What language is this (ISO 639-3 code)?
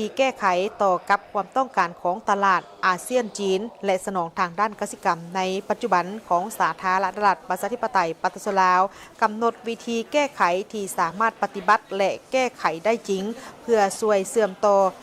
lao